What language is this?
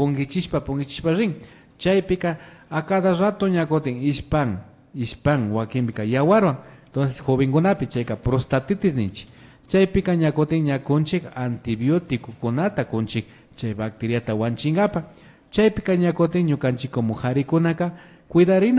Imbabura Highland Quichua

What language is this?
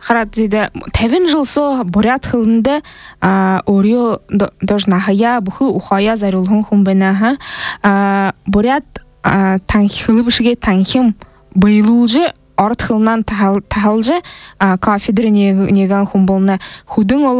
Buriat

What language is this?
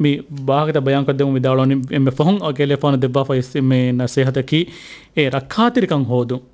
Divehi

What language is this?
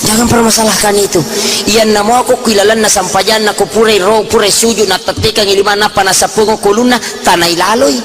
Buginese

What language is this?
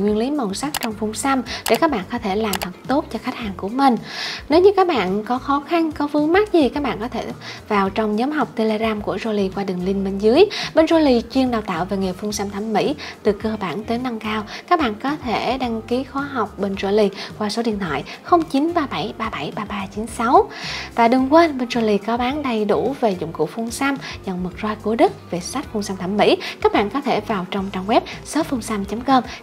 Vietnamese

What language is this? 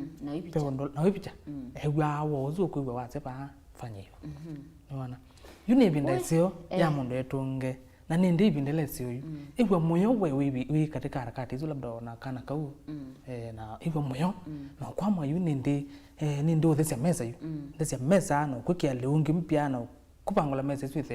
Kamba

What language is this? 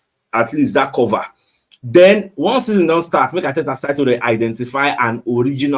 Nigerian Pidgin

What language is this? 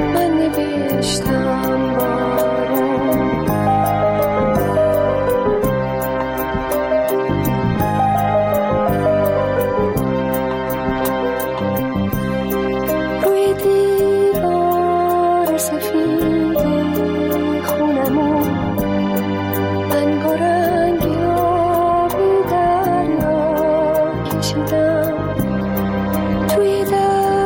Persian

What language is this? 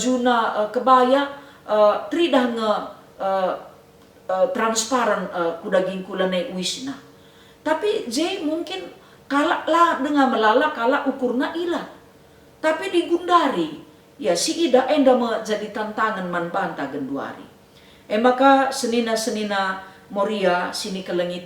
Batak Karo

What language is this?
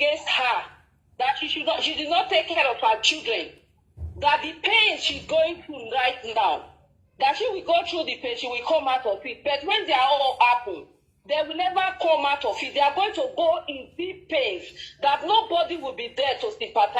Nigerian Pidgin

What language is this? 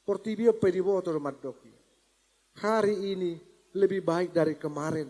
Batak Toba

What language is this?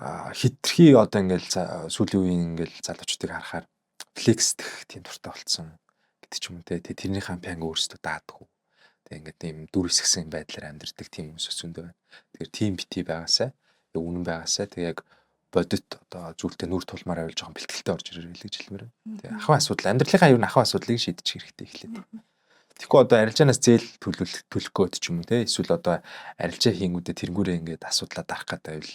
Mongolian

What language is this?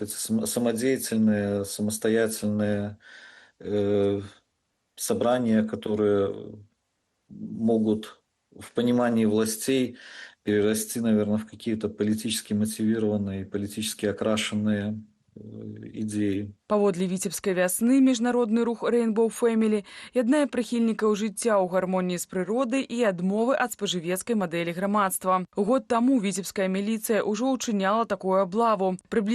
Belarusian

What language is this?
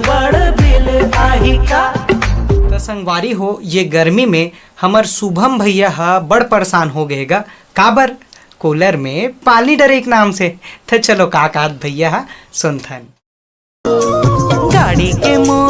Chhattisgarhi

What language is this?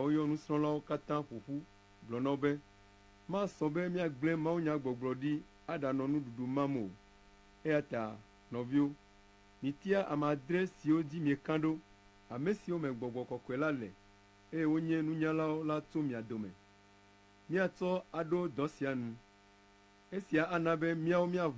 Ewe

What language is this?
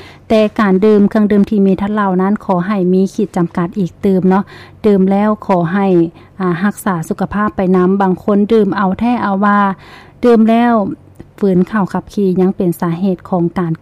Lao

